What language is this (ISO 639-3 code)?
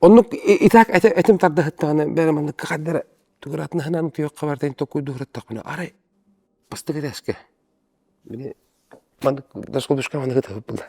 sah